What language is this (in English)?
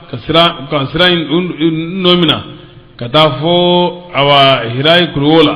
Bambara